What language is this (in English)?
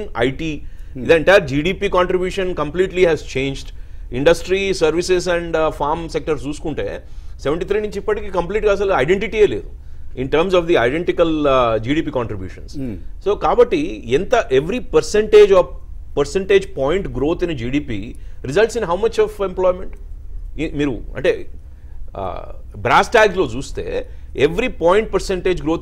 Telugu